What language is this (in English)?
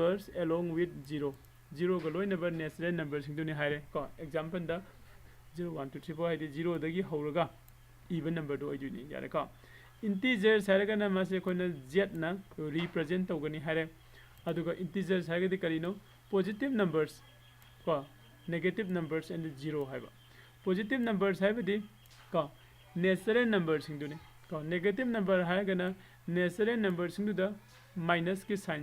Manipuri